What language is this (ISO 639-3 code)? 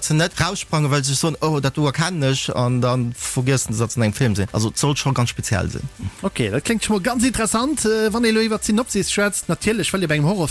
ltz